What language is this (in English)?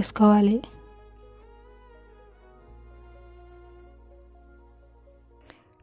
Telugu